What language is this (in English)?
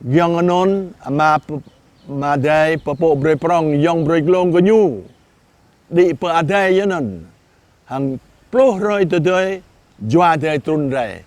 Jarai